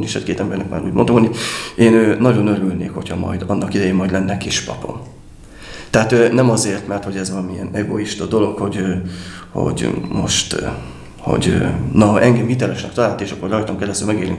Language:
Hungarian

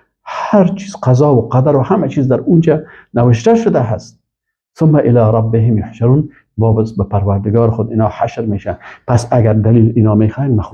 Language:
Persian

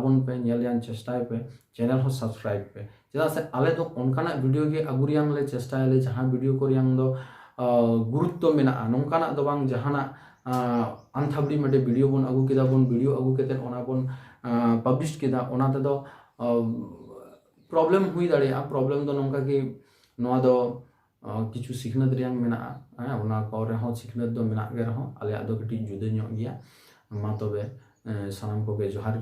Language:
Santali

